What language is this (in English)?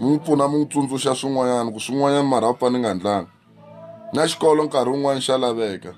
Tsonga